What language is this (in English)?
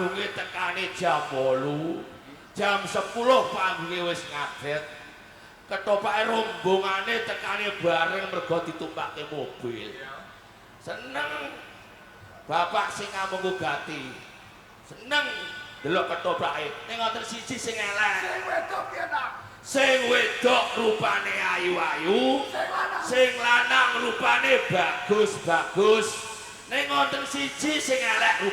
Javanese